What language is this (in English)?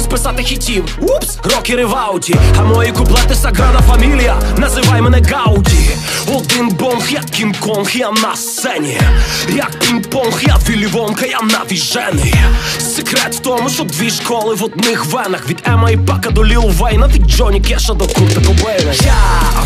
Ukrainian